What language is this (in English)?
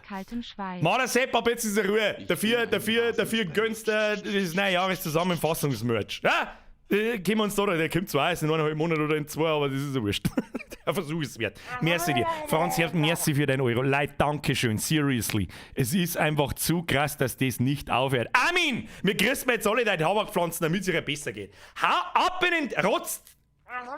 Bavarian